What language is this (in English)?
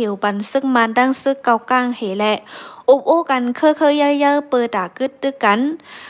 Shan